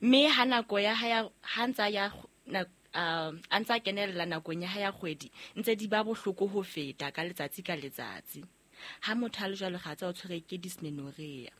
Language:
Southern Sotho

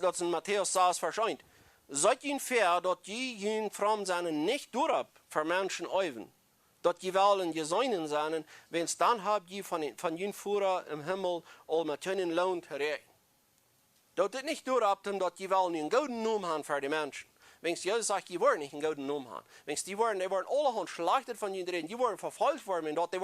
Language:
Plautdietsch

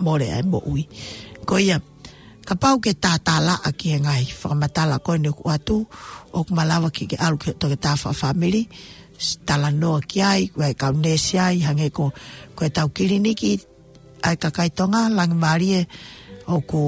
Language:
Tongan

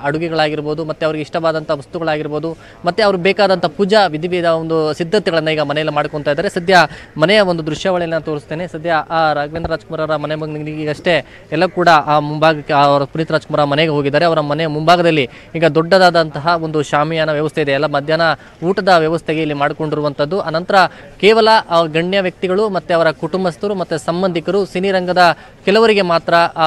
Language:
Kannada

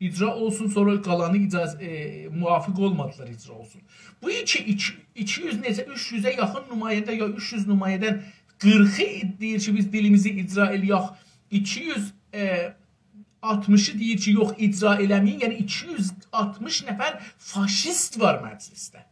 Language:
South Azerbaijani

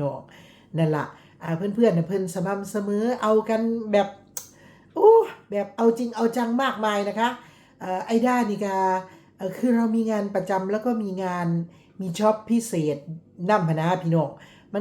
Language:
Lao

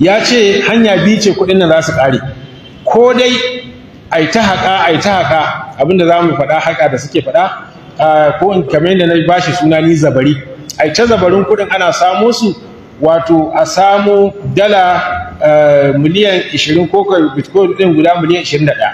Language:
Hausa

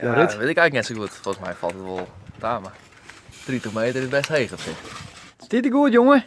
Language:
Western Frisian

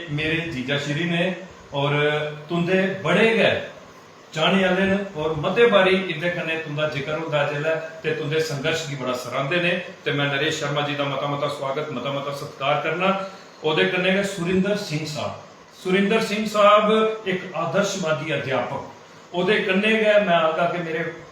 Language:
Dogri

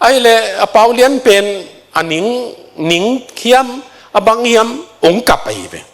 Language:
Tedim Chin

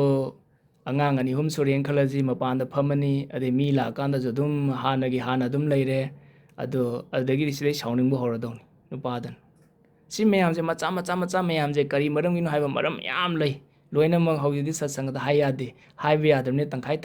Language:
Manipuri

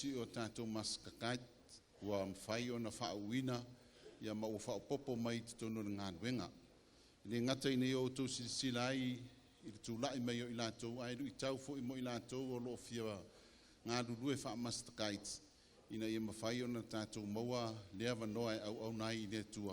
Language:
Samoan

